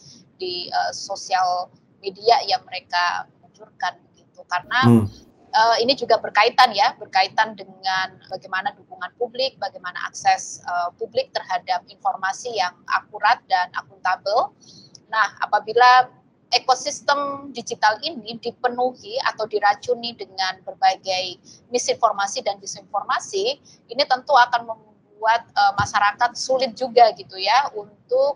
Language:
Indonesian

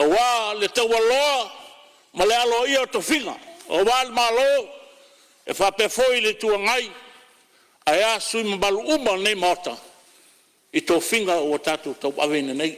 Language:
Samoan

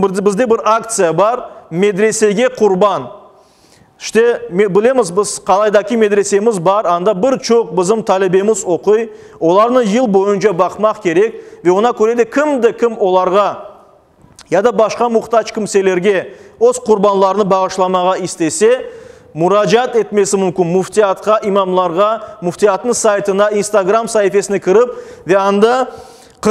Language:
Crimean Tatar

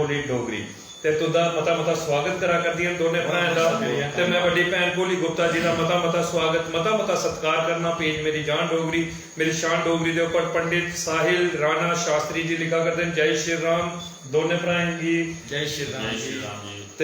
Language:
Dogri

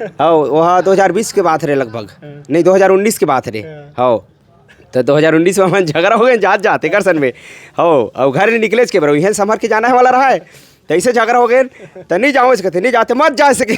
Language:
Chhattisgarhi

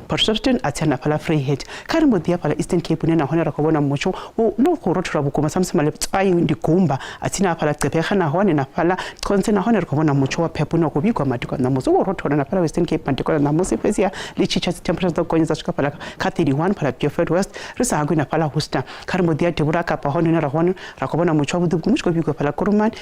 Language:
Venda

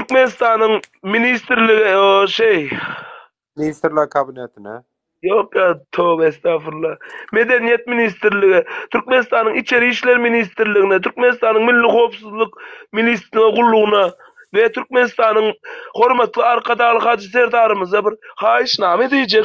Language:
Turkmen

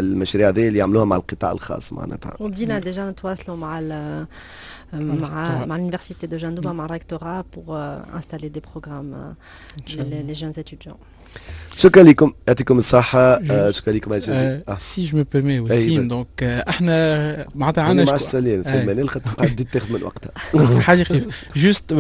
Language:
Tunisian Arabic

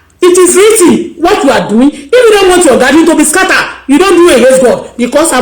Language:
Yoruba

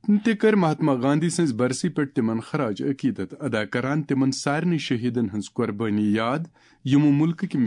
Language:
Kashmiri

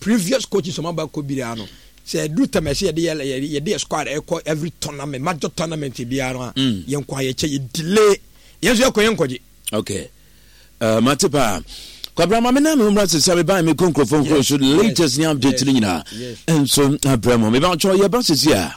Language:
Akan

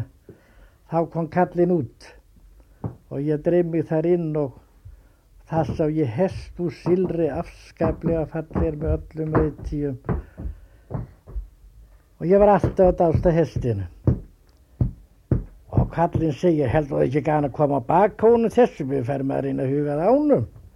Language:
Icelandic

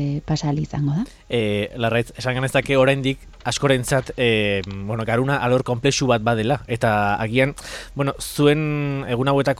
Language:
Basque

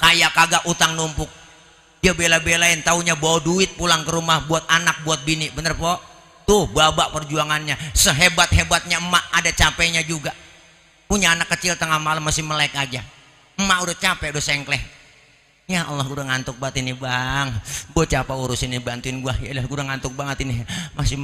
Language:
Betawi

